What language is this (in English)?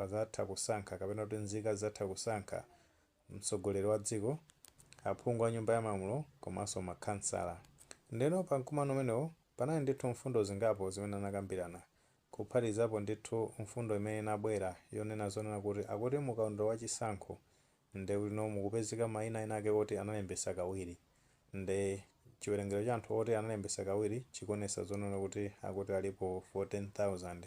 Nyanja